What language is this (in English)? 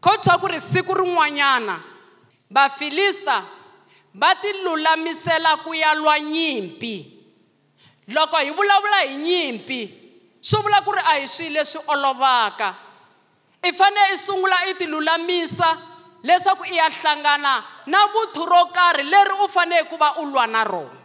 Tsonga